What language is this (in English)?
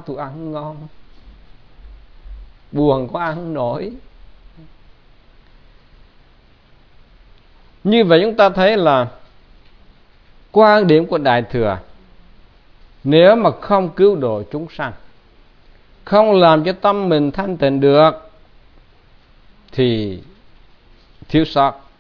Vietnamese